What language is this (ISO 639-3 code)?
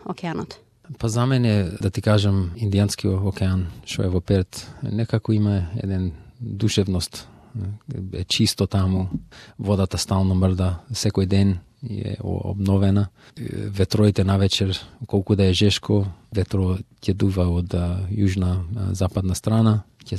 mkd